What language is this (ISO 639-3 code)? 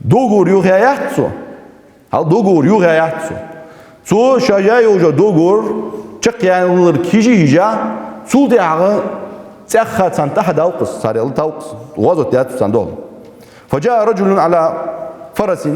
inh